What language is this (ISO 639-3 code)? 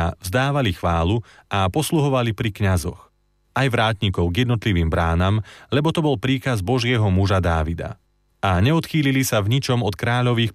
slk